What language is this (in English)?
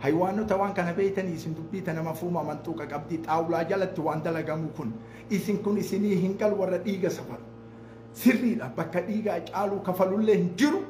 Oromo